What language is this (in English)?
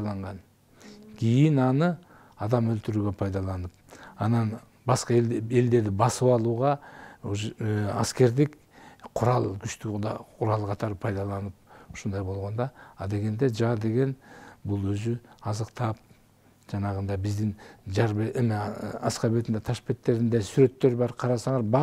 Kyrgyz